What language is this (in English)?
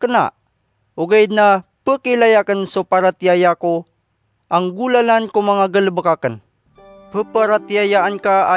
Maranao